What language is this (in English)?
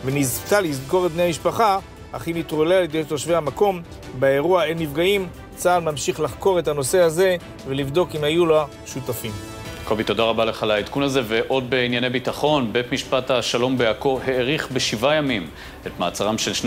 Hebrew